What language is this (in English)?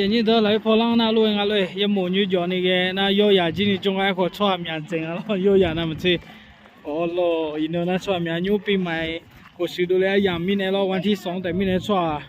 Akha